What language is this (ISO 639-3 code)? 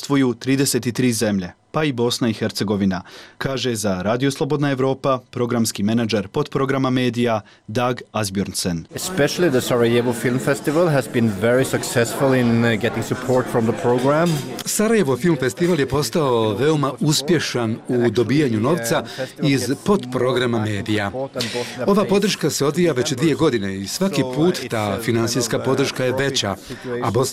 bos